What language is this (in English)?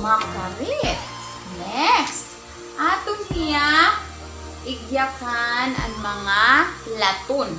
Waray